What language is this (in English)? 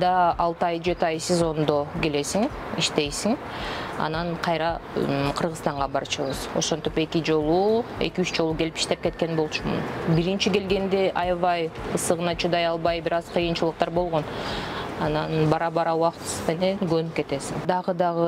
Kyrgyz